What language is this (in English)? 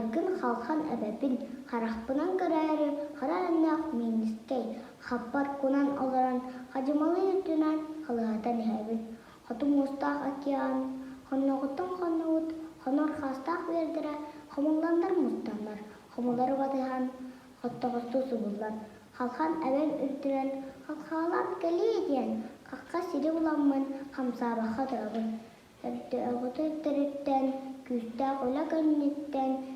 Yakut